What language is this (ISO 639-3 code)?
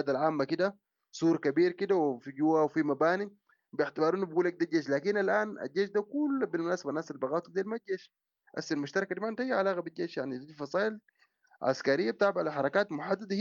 apd